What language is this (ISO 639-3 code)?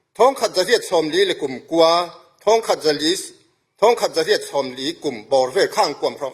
cfm